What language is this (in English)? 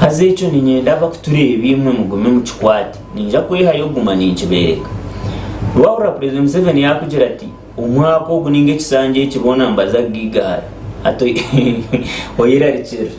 Nyankole